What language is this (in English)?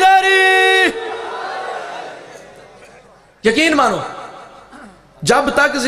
Urdu